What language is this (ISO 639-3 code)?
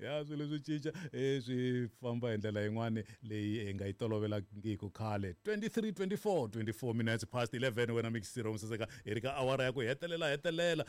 tso